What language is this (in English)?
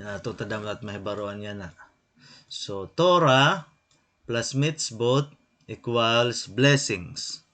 Waray